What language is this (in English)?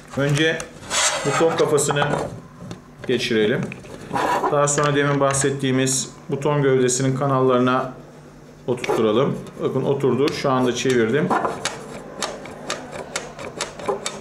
Turkish